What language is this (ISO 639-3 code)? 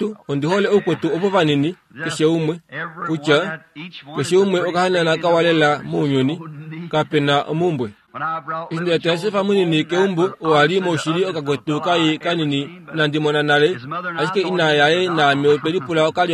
kua